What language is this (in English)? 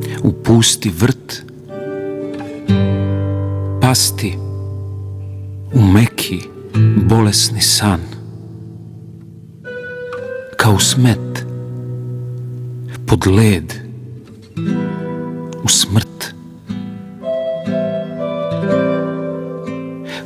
Serbian